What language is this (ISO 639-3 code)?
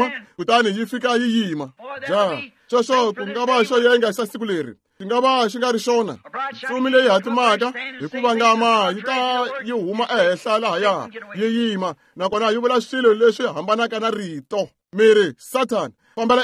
tso